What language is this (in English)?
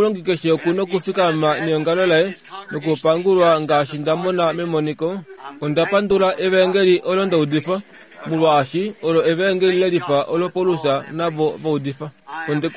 Kuanyama